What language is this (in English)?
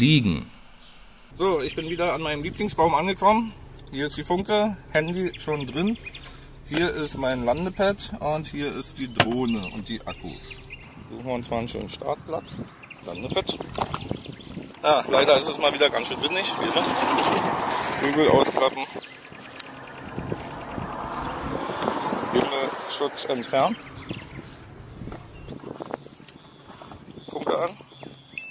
German